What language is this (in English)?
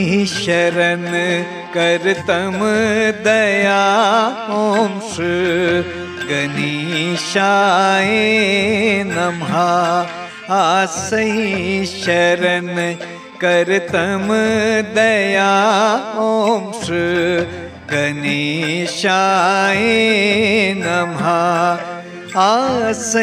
Hindi